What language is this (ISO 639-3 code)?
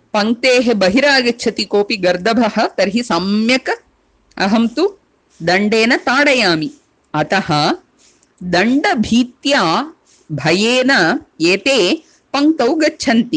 san